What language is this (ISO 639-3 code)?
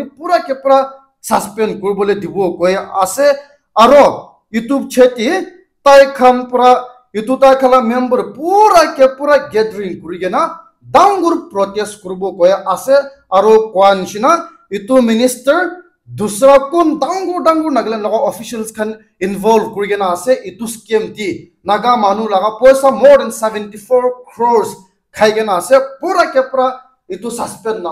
nag